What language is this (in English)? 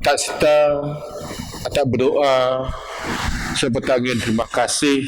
Biatah Bidayuh